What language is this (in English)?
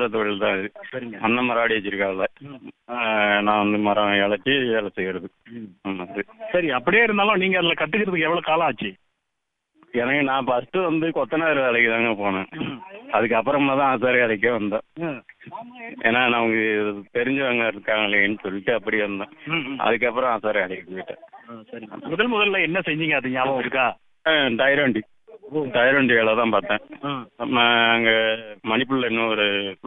Tamil